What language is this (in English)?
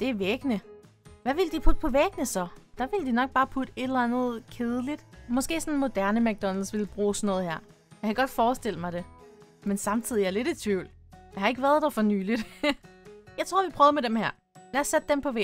Danish